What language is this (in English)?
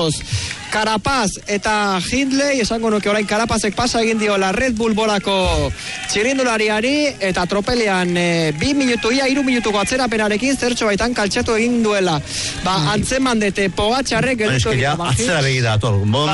Basque